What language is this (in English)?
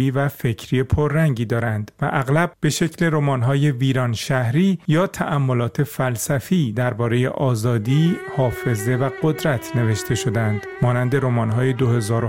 Persian